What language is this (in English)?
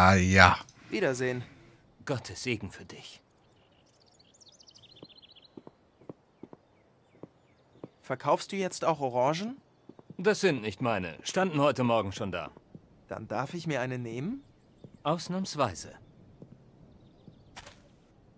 German